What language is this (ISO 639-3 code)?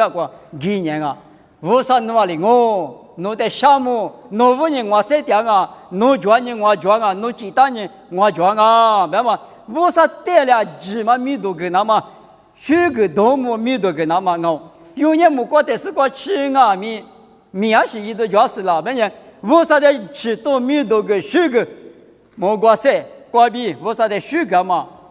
lis